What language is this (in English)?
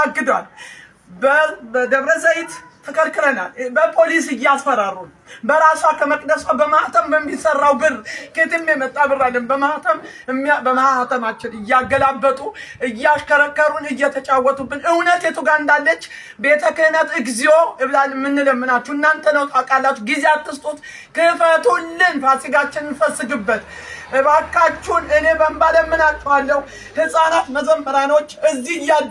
Amharic